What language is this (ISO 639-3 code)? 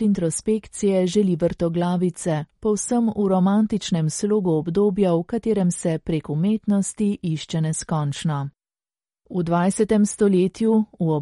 slv